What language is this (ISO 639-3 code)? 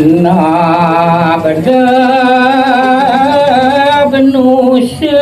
ban